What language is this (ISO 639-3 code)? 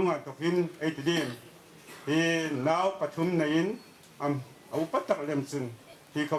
hmr